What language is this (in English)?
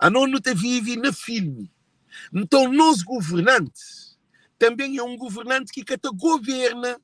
Kabuverdianu